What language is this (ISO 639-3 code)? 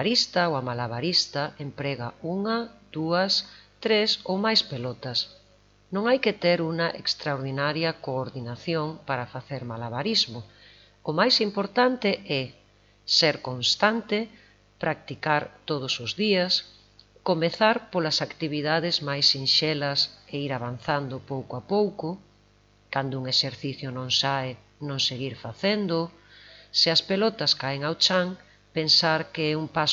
glg